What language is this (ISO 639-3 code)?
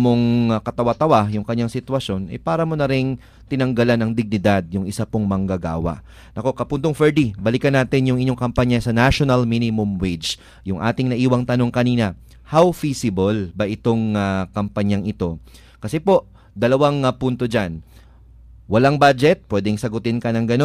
fil